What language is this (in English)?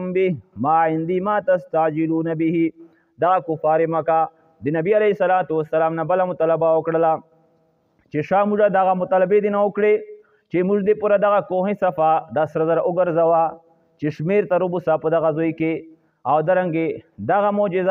Pashto